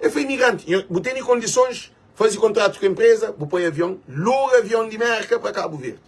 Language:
Kabuverdianu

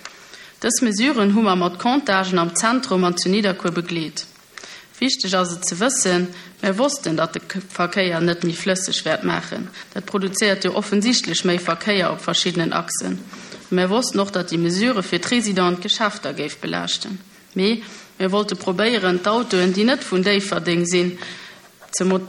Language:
Luxembourgish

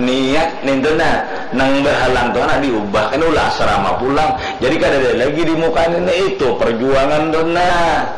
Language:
Banjar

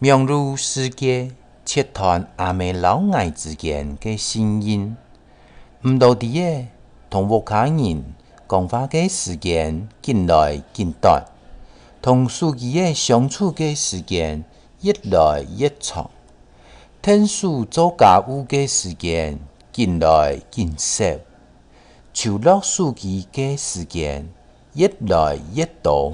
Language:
Hakka Chinese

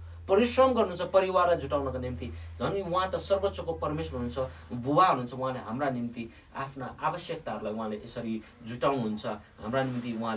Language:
Nepali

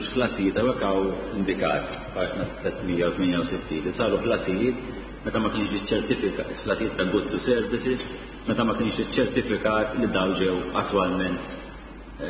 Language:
Maltese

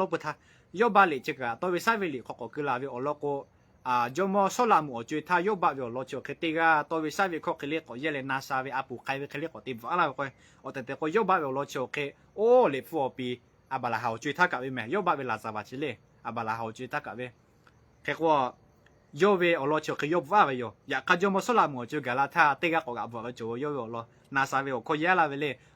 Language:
Lahu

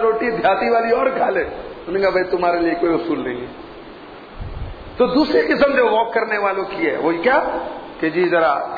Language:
Urdu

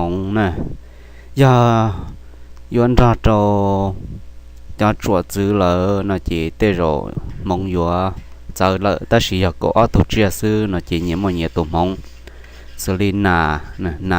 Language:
Hmong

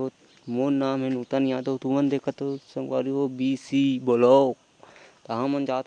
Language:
Chhattisgarhi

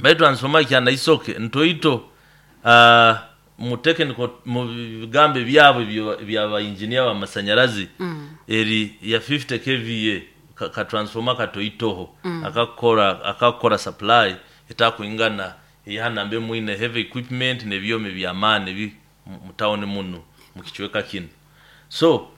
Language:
Nyoro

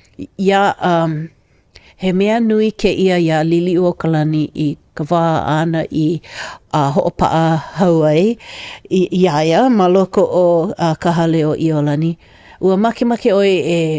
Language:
Hawaiian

